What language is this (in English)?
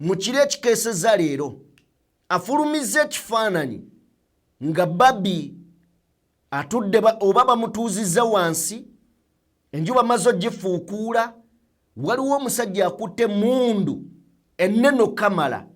Ganda